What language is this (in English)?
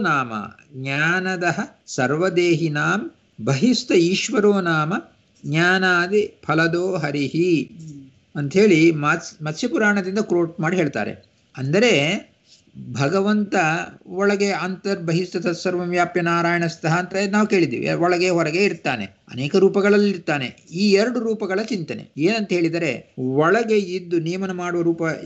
Kannada